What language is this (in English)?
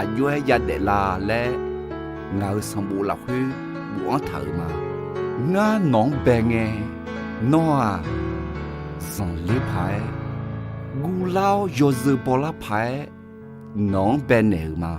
Akha